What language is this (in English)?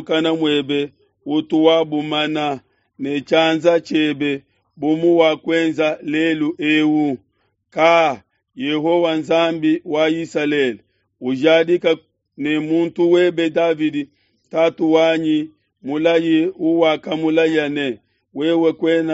Luba-Lulua